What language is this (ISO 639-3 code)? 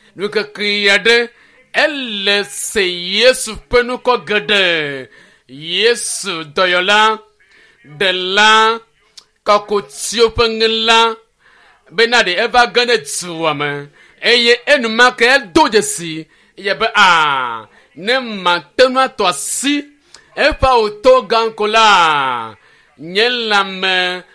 ewe